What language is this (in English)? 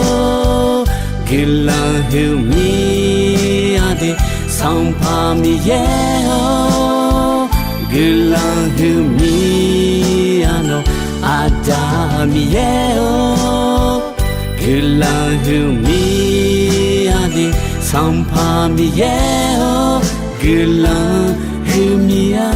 Akha